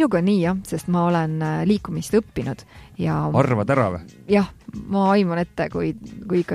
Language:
Estonian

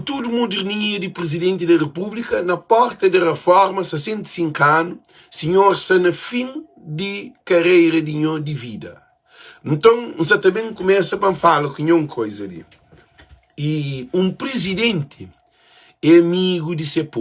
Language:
Kabuverdianu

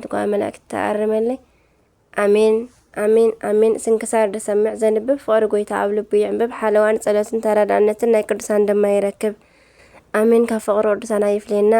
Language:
Tigrinya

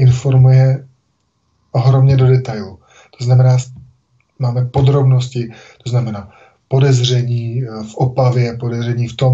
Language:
Czech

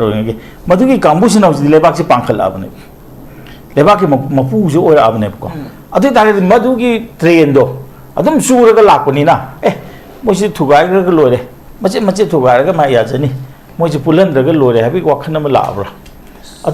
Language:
Manipuri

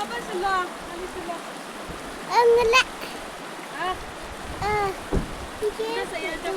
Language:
Yimchungru Naga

